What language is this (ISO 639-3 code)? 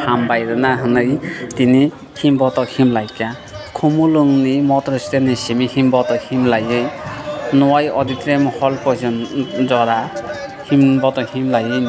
trp